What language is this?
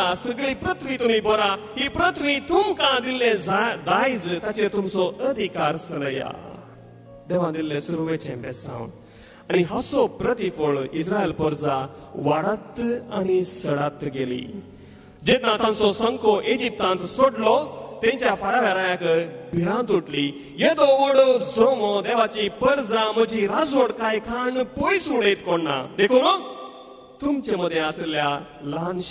Konkani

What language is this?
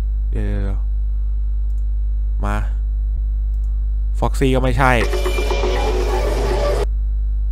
Thai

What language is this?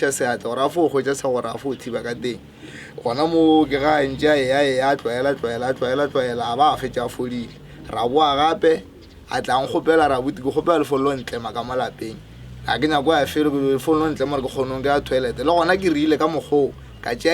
Northern Sotho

